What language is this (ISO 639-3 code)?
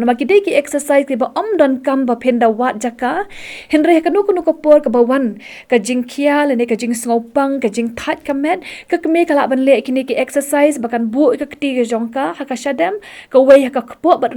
kha